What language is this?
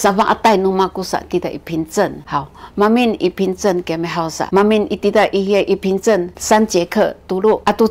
Sakizaya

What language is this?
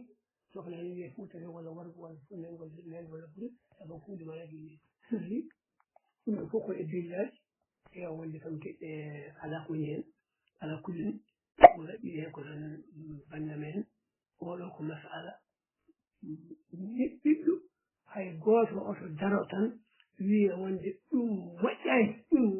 Fula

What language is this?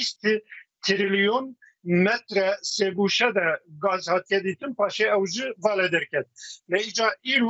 Kurdish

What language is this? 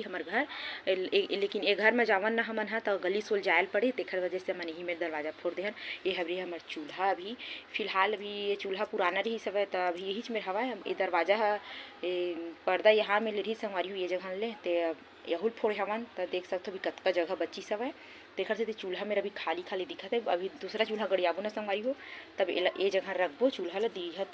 Chhattisgarhi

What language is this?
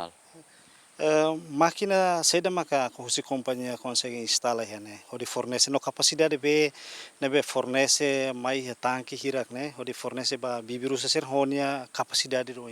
Tetum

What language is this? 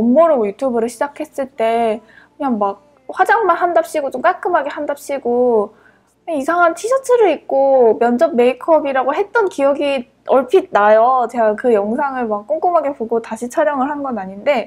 Korean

